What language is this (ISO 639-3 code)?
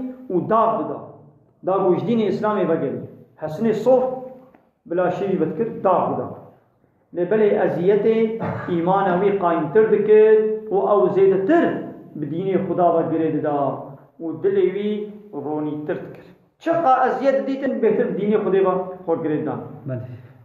kur